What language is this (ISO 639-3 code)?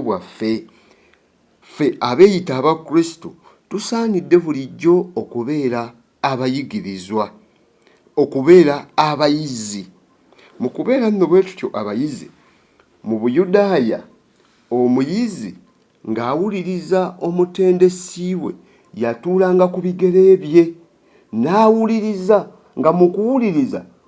lug